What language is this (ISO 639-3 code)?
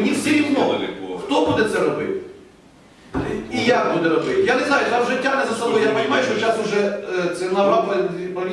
ukr